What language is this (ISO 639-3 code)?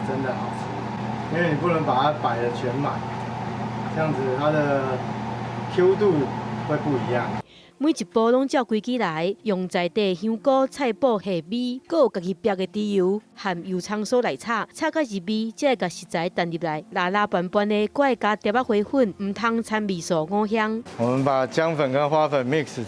nan